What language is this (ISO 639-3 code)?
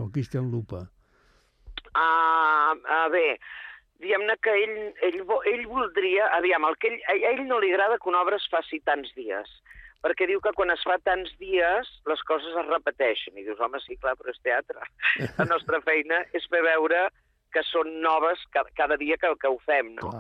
cat